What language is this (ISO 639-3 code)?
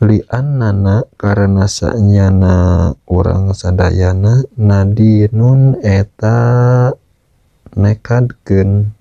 sun